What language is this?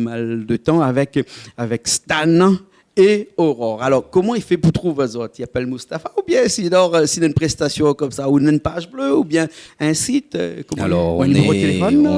Réunion Creole French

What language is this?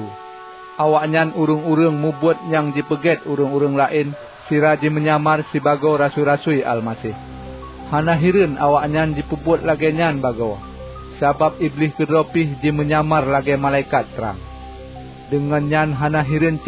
Achinese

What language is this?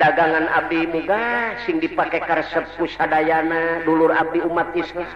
Sundanese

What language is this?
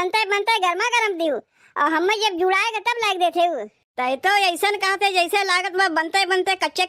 Awadhi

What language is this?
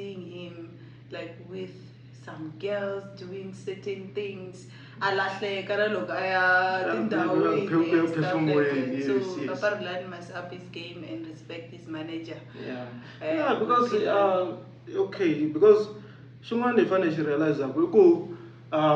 Tsonga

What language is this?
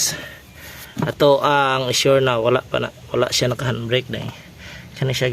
Cebuano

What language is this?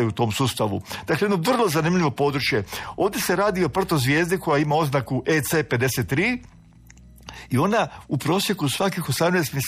Croatian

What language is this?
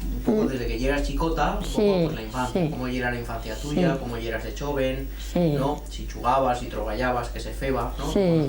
Aragonese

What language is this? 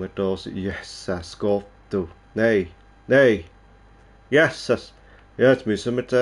Swiss German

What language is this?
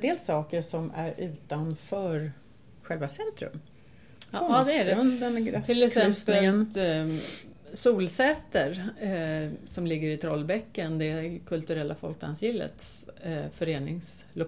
Swedish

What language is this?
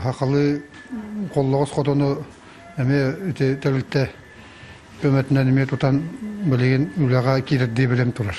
Yakut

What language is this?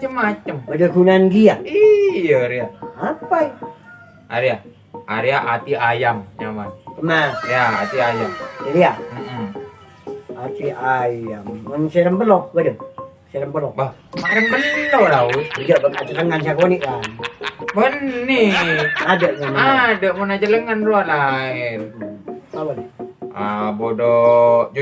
Madurese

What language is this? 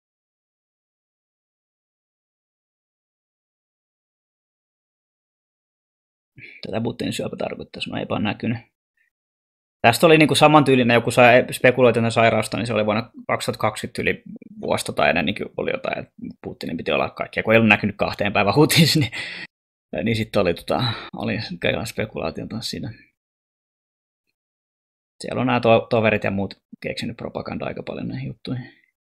Finnish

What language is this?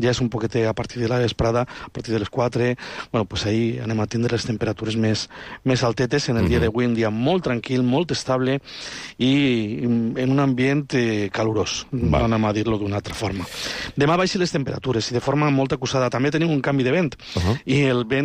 Catalan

